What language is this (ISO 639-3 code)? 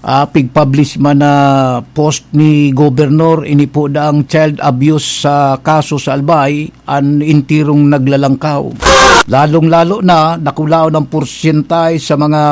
bik